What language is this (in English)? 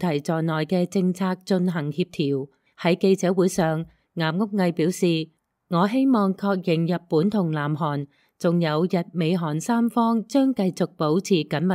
Cantonese